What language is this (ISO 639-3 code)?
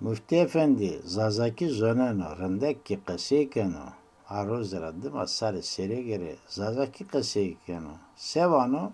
zza